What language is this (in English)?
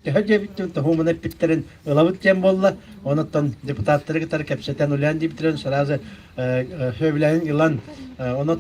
Yakut